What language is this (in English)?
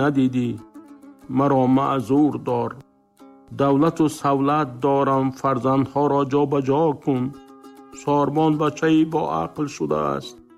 Tajik